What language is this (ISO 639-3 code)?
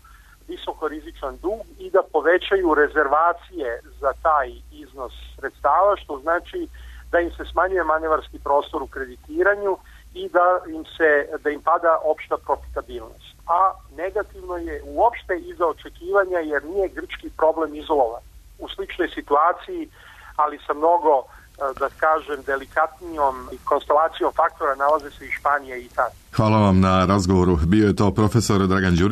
srp